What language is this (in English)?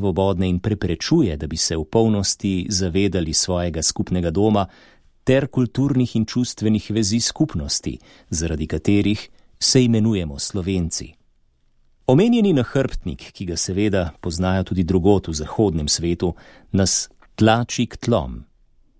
Slovenian